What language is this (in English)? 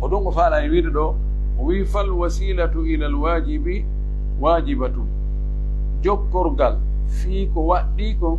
Pular